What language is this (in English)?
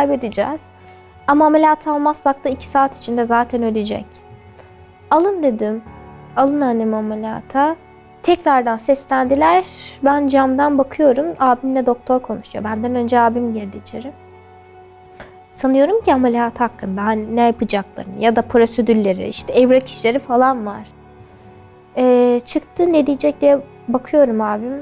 Turkish